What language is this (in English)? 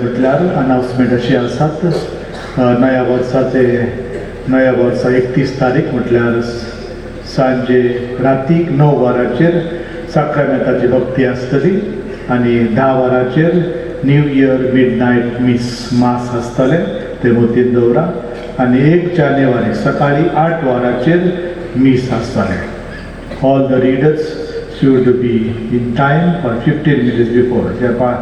Konkani